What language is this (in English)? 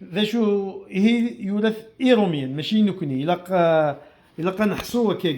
Kabyle